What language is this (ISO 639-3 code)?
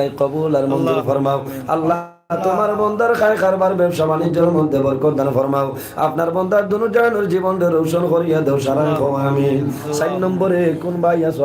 syl